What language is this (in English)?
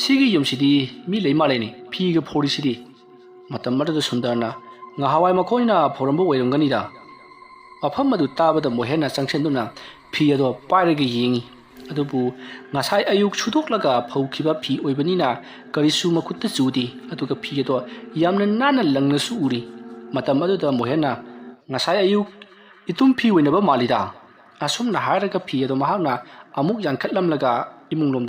Manipuri